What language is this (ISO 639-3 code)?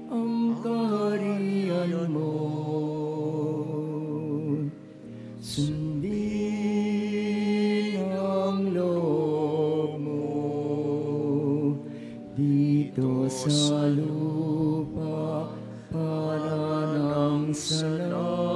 fil